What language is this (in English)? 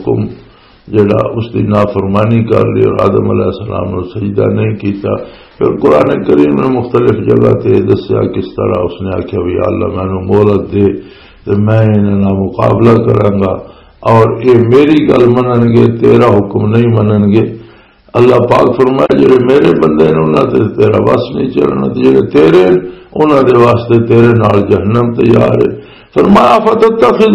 Western Panjabi